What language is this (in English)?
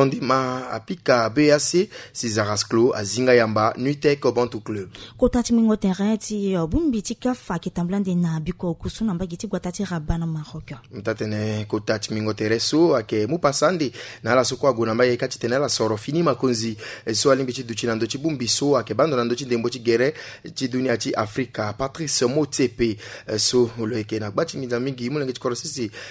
Sango